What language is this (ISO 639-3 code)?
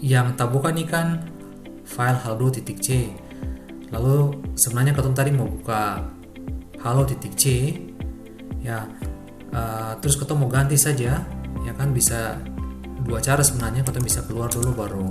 abs